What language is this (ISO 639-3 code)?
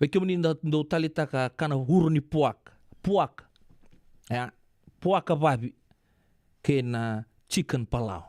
fij